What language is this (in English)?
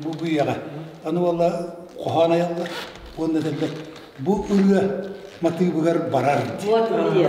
Yakut